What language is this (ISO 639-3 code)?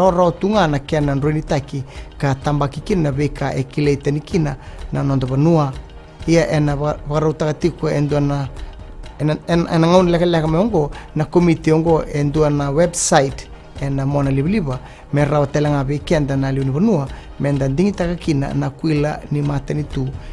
fij